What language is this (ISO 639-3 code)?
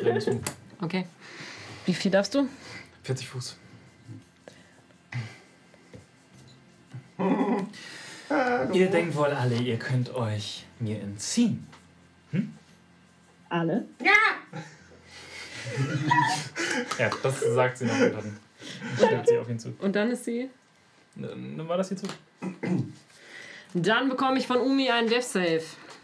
deu